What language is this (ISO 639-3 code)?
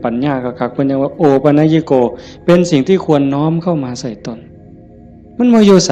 tts